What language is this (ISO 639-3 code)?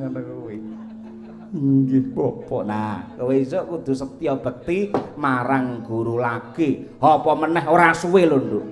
jav